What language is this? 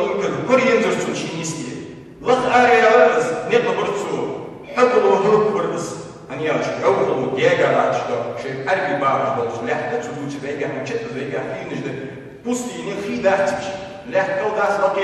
Ingush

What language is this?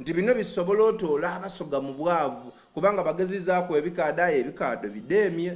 Soga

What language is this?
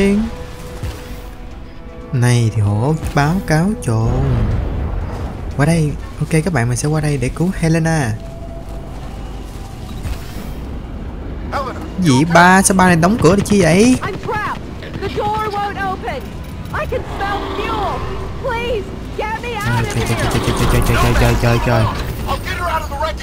Vietnamese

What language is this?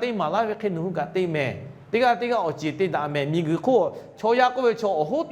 Lahu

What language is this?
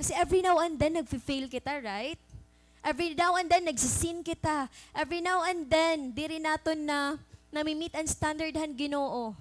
Waray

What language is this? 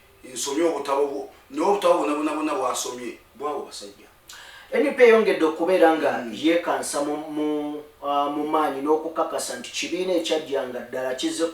Ganda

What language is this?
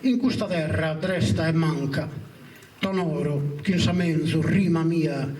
Sardinian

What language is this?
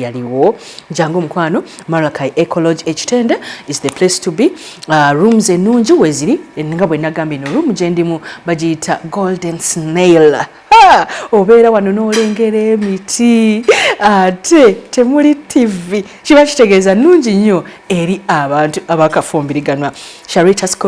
Ganda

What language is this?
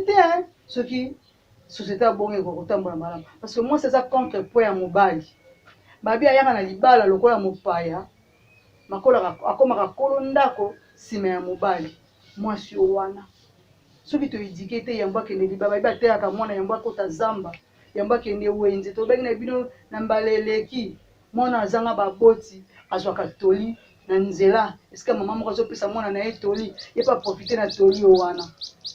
Lingala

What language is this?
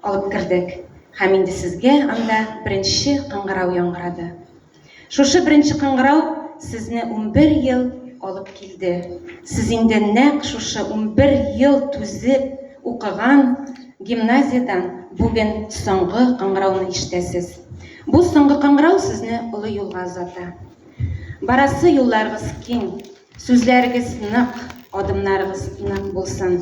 Tatar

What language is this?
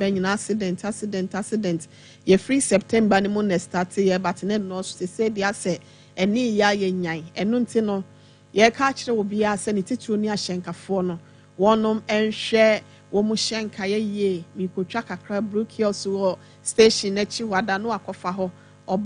Akan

